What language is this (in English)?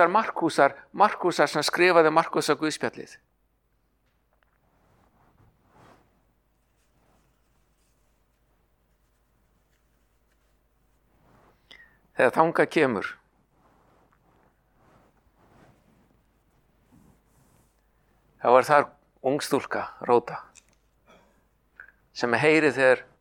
Icelandic